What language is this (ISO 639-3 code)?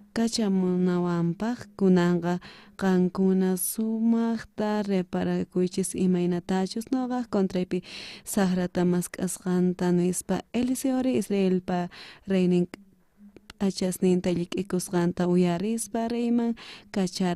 quh